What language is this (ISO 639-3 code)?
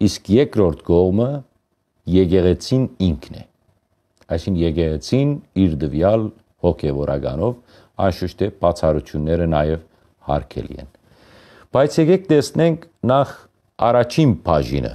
hyw